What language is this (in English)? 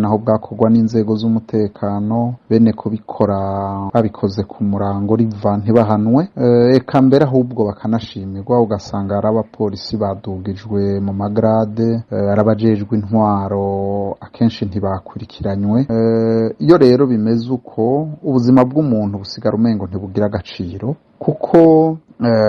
Rundi